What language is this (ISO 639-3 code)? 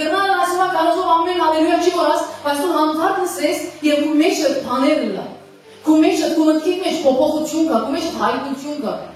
hyw